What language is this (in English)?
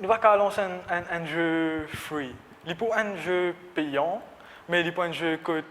Morisyen